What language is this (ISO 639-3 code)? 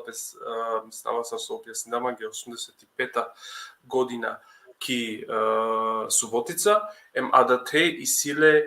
rmn